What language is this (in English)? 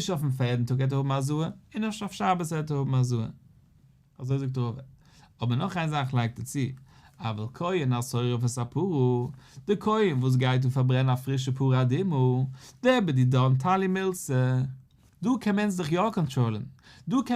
Yiddish